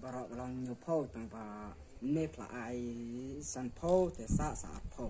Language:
Khasi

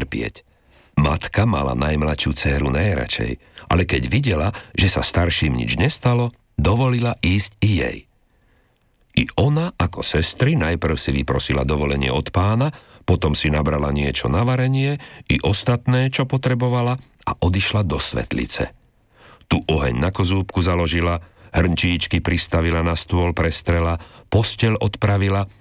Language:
Slovak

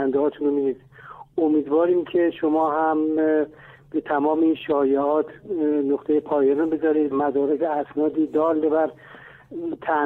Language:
Persian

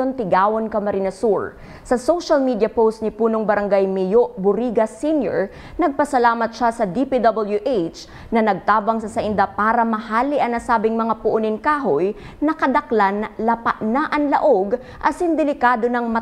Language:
Bikol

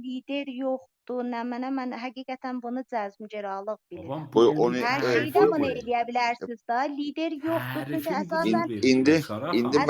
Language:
South Azerbaijani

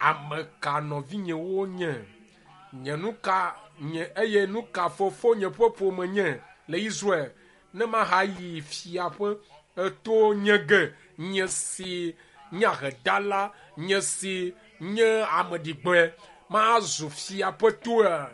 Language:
Ewe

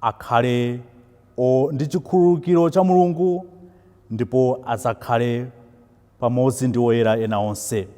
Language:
Nyanja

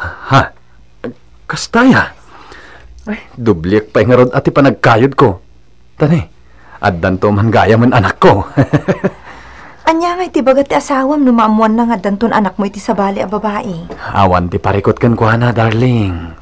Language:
Iloko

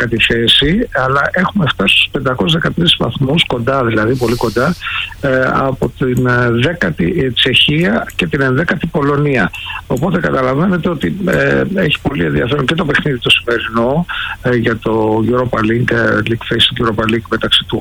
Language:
Greek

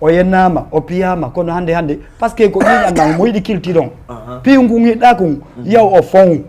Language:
Fula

